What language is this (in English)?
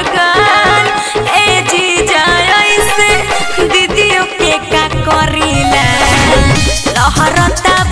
Bhojpuri